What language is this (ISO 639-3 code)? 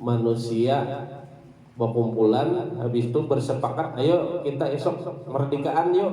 bjn